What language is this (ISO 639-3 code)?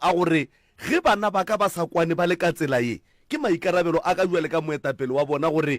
nso